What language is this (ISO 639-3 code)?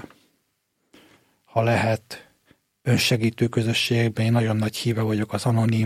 hun